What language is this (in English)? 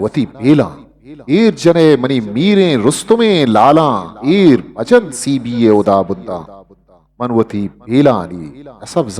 Eastern Balochi